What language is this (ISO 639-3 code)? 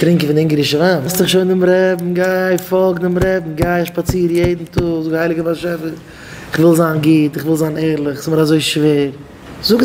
yid